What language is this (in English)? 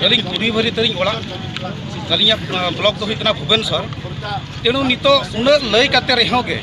Santali